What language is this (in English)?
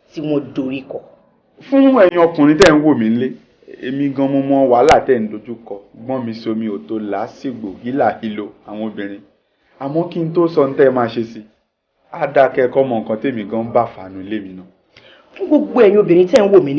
Yoruba